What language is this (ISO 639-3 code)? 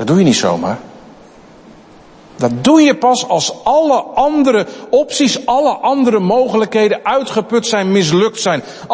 nld